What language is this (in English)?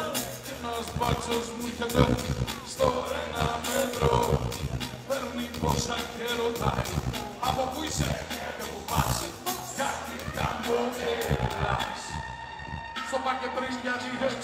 Greek